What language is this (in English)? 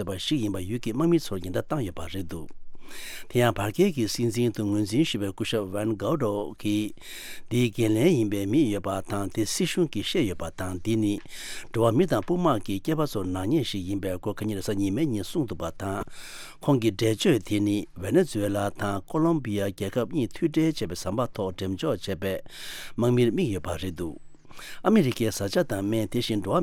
Tibetan